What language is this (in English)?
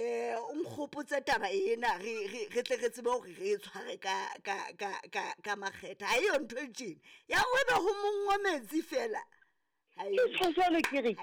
Southern Sotho